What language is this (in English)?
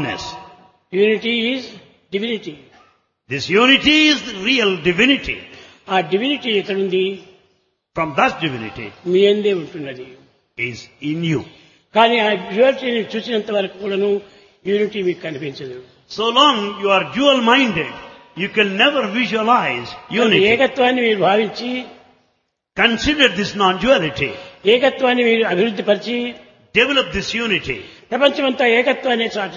Telugu